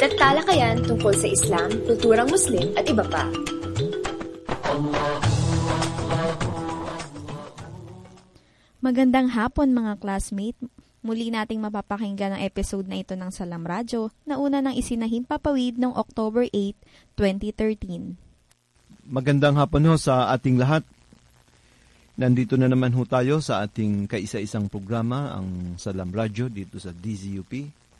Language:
Filipino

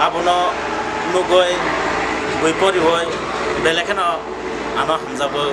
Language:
Kok Borok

